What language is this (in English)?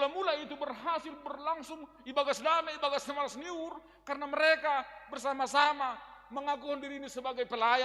Batak Simalungun